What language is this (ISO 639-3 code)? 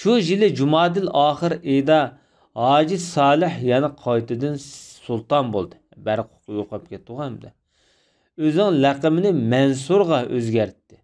uig